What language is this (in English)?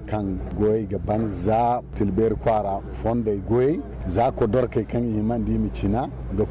Zarma